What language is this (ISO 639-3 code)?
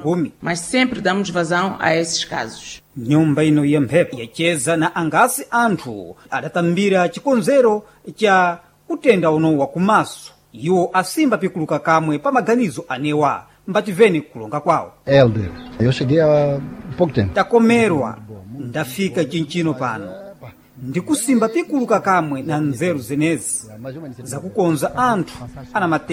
seh